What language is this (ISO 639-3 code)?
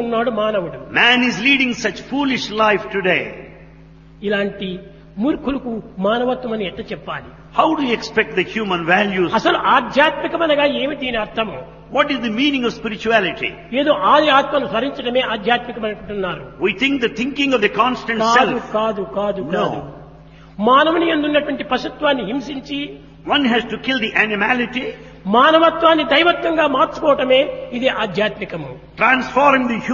tel